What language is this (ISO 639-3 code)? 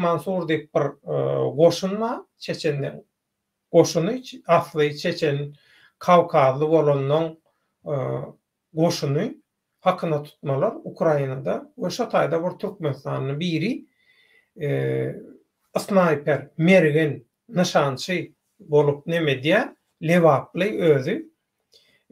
tuk